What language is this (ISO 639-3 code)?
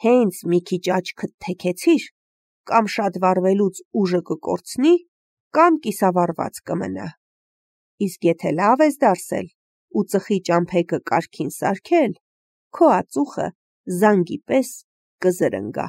hye